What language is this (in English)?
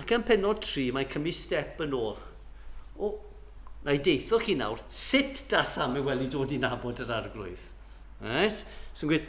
Welsh